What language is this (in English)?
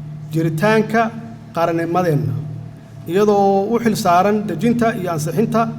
Somali